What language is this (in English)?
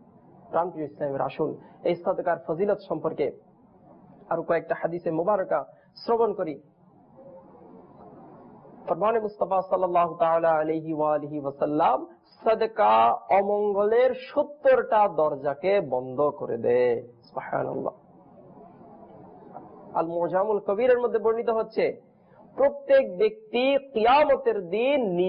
Bangla